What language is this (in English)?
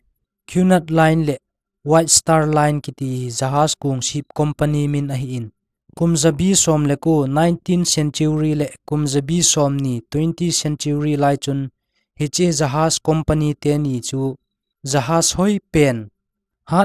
Thado Chin